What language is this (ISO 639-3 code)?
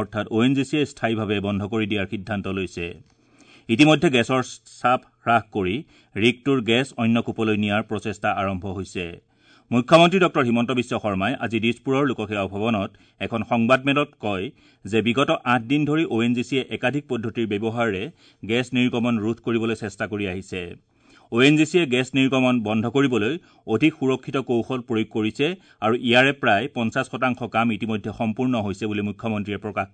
asm